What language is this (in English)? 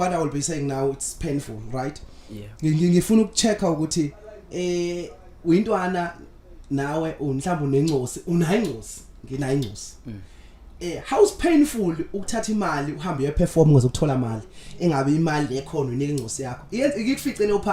Zulu